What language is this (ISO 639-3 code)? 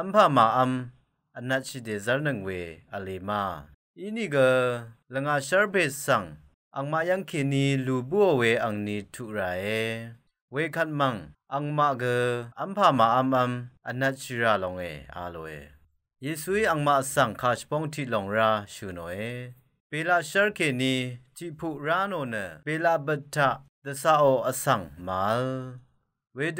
raw